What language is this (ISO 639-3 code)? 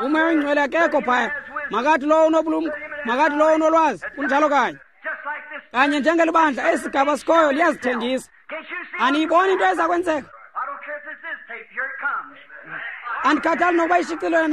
xho